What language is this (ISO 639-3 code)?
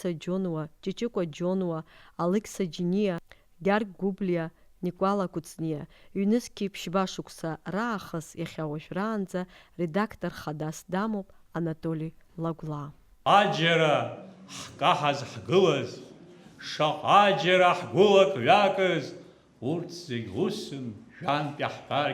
abk